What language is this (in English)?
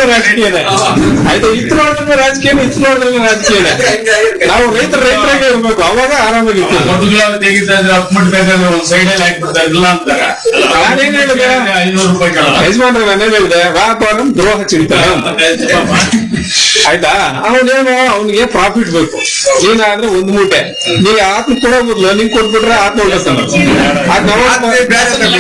Kannada